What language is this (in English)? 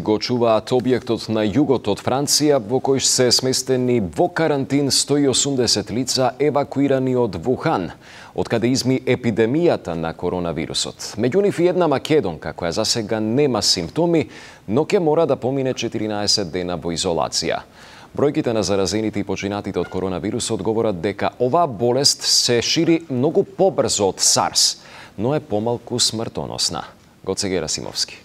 Macedonian